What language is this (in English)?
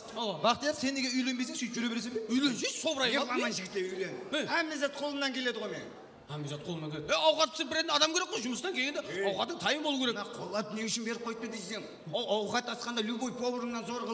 Kara-Kalpak